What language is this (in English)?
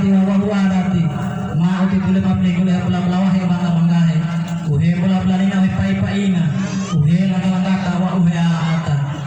Gorontalo